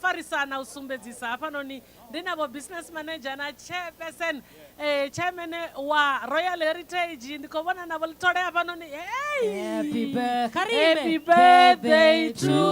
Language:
Venda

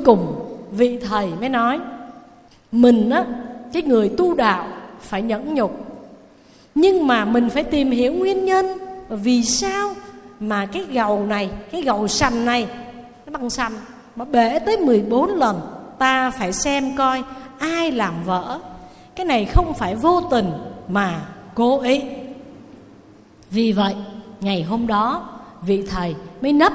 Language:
Vietnamese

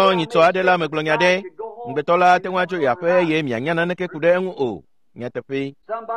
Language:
Ewe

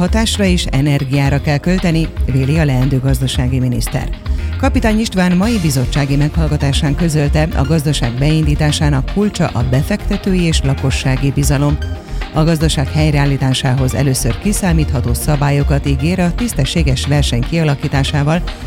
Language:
Hungarian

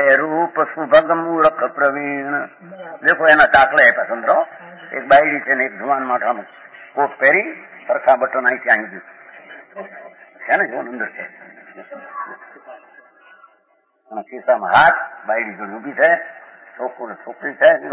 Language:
Gujarati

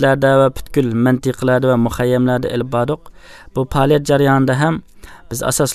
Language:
Uyghur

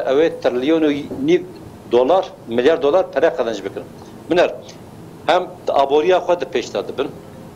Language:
Kurdish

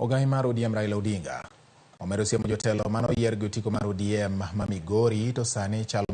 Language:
Luo (Kenya and Tanzania)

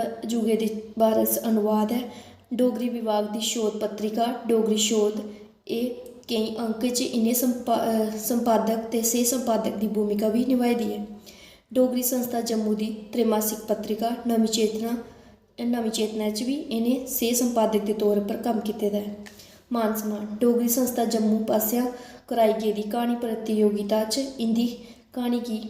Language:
Dogri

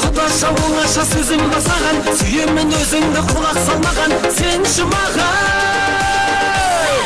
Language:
Kara-Kalpak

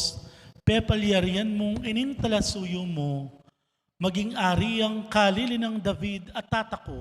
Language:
Pampanga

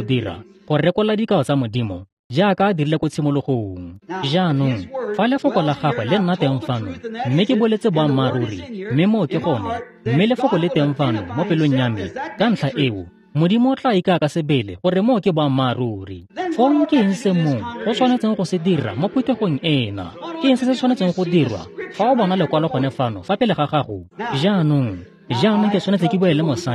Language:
Tswana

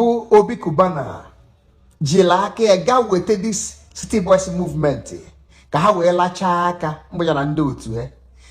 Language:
Igbo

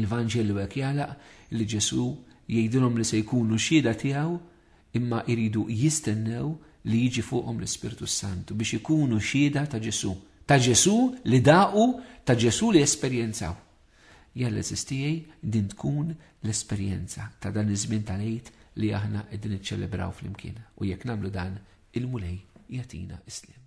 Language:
Maltese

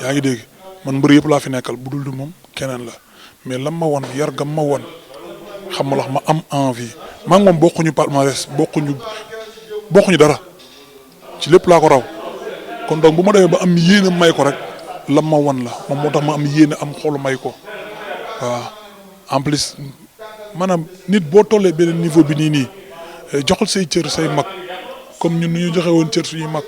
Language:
Wolof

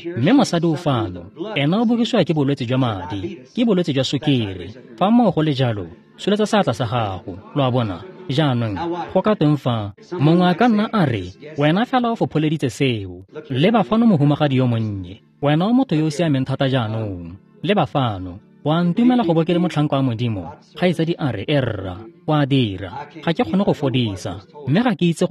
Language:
Tswana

